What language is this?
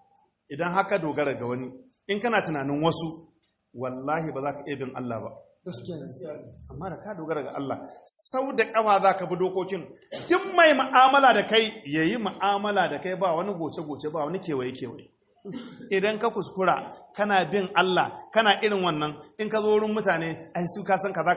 Hausa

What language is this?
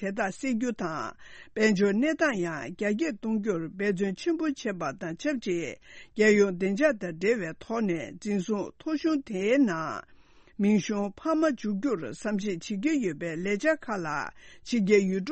Tibetan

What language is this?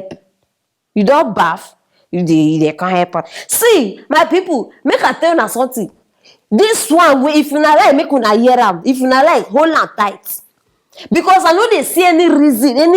Nigerian Pidgin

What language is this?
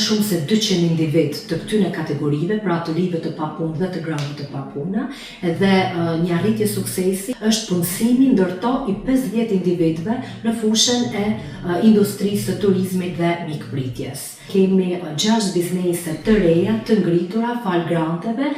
Albanian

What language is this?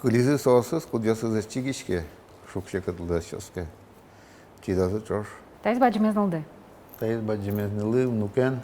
Udmurt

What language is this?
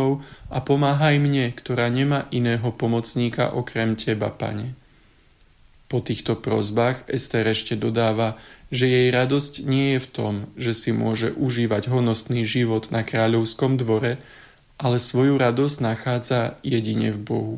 Slovak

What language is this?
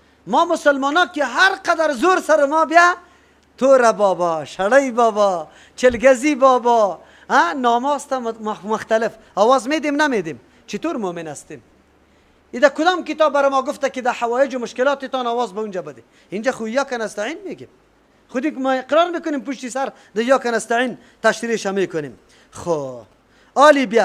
Persian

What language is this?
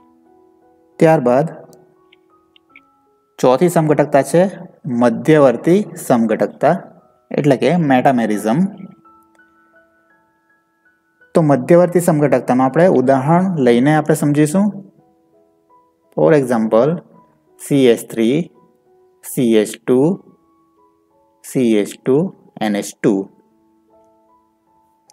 Gujarati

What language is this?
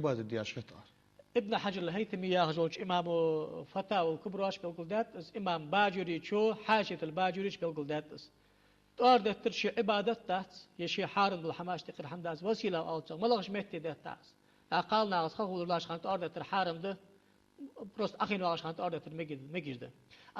Ingush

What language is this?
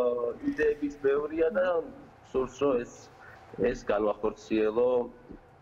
Georgian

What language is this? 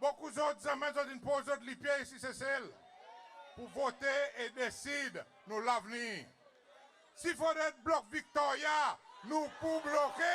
Seselwa Creole French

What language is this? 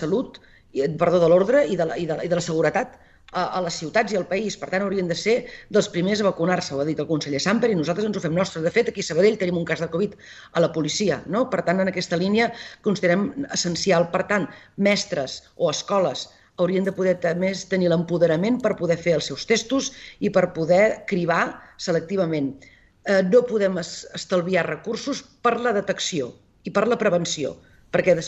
Catalan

